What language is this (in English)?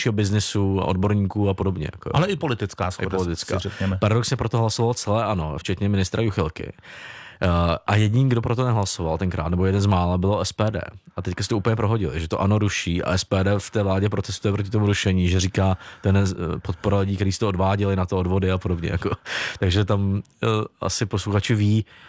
Czech